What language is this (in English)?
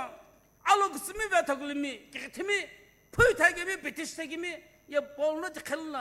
Sumi Naga